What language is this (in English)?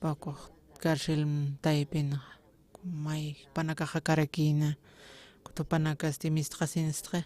Aymara